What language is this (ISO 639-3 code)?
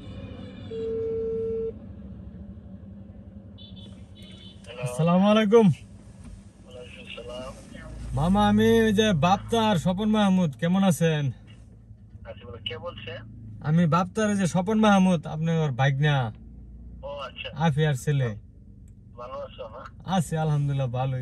ben